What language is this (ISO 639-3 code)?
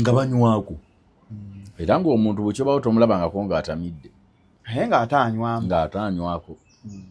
lug